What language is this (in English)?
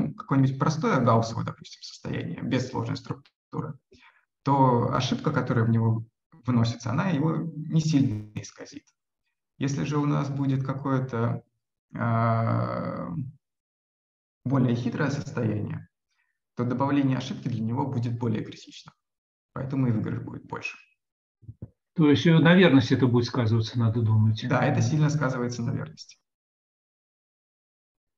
Russian